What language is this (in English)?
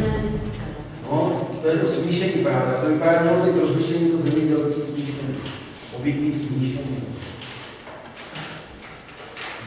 Czech